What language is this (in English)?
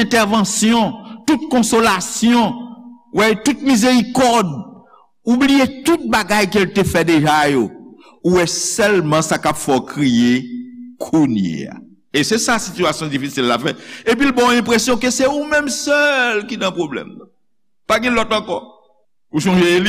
Haitian Creole